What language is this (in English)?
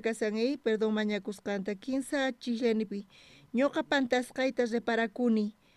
South Bolivian Quechua